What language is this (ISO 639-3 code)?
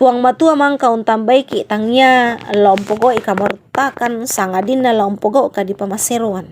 sda